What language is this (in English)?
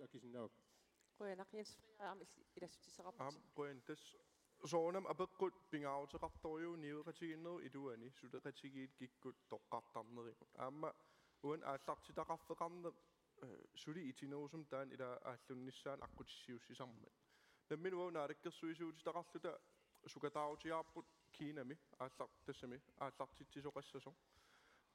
Kalaallisut